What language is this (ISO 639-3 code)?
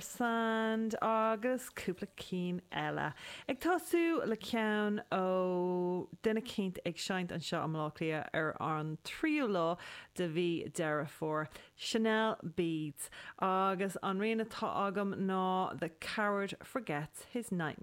gle